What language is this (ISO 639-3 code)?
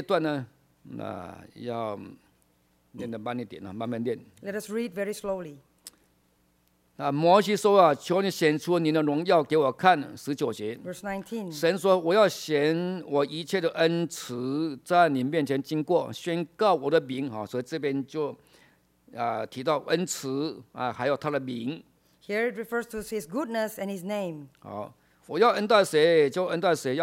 zho